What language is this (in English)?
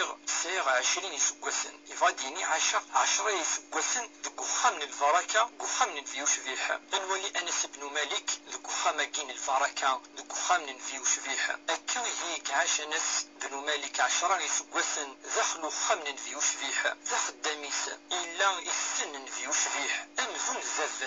Kabyle